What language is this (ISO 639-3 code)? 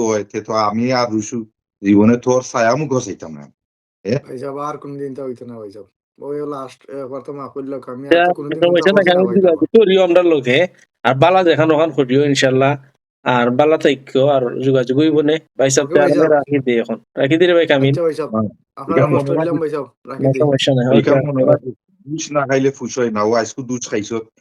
syl